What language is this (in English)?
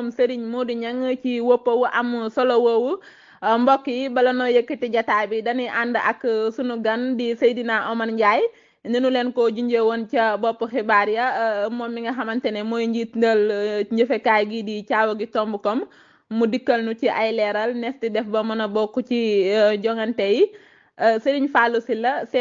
Wolof